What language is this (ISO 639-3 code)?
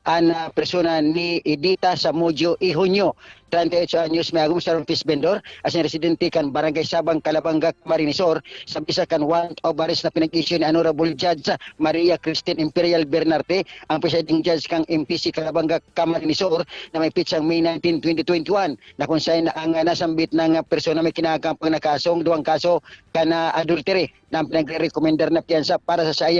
bik